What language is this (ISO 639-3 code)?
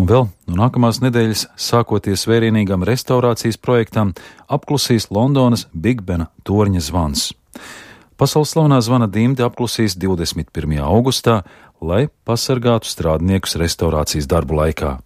lav